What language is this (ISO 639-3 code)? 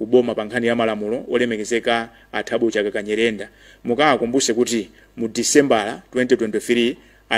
nya